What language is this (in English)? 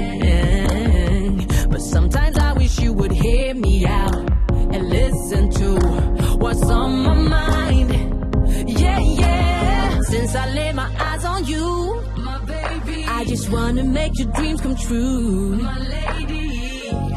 Thai